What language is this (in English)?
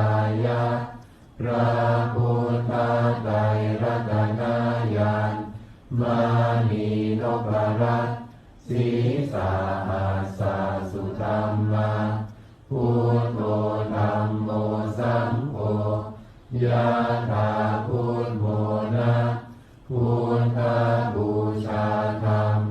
Pali